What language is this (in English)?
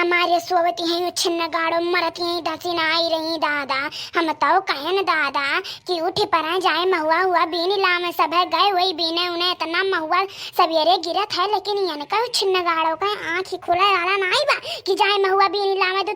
Awadhi